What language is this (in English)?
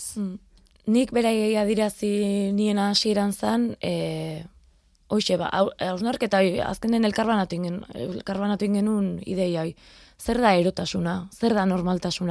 Basque